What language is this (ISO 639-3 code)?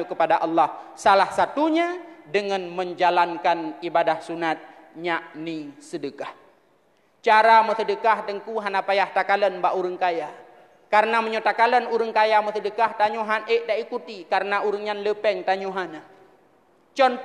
ace